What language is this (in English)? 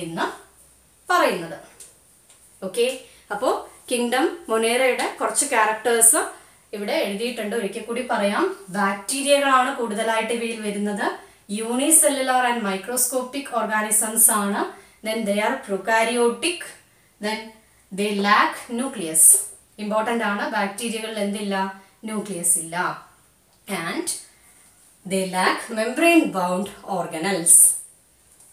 Malayalam